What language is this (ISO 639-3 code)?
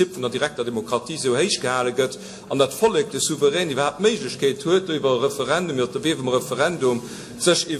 ltz